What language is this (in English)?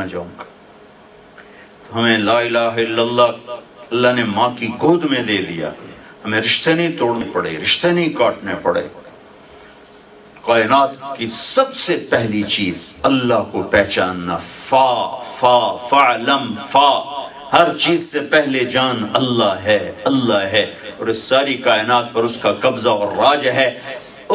Urdu